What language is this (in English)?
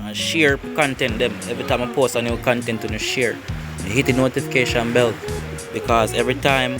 Jamaican Creole English